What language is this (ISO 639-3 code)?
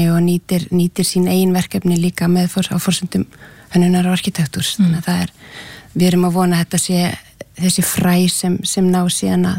isl